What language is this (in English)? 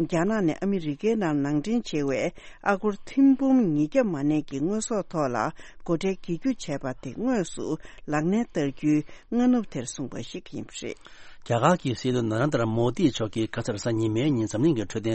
Tibetan